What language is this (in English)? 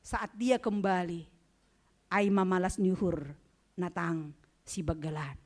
Batak Simalungun